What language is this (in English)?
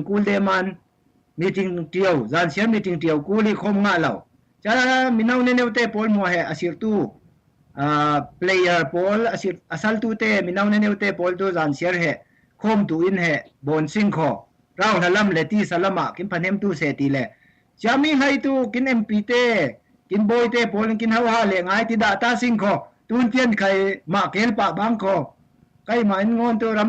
Falam Chin